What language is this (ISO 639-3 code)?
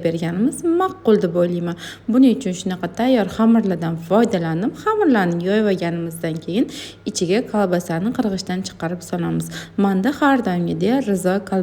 uzb